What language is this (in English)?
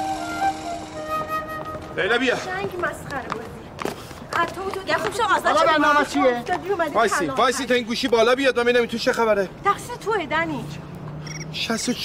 Persian